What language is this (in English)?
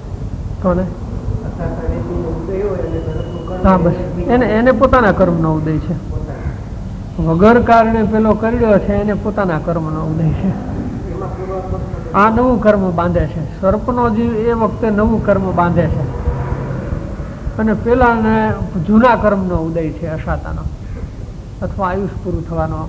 Gujarati